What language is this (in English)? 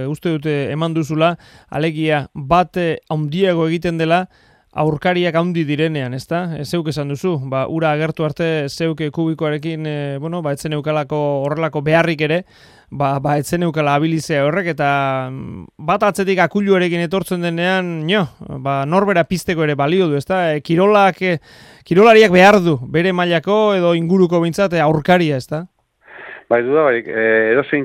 Basque